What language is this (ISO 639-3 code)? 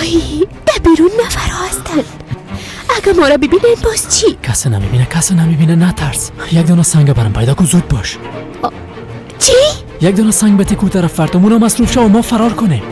fas